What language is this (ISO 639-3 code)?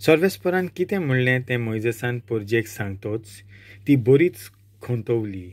kok